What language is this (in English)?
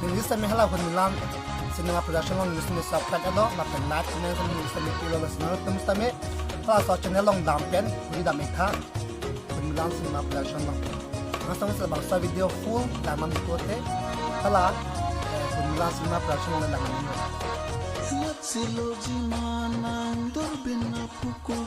Karbi